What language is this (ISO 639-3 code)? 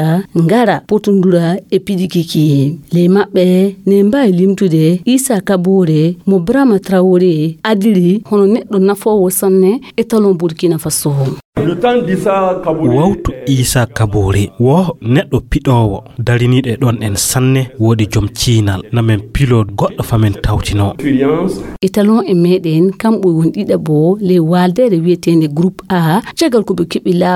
ful